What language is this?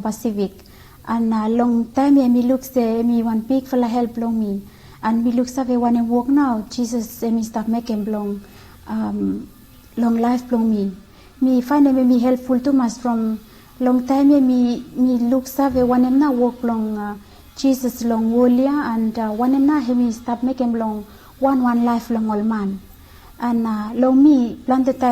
Bislama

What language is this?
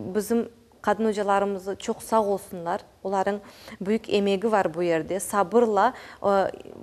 Crimean Tatar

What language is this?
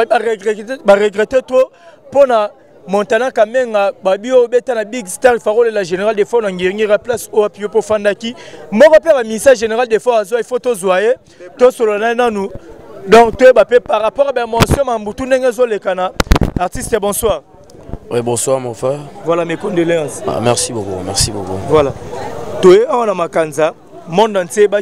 Lingala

